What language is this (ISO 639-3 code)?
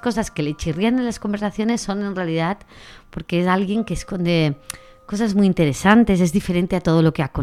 spa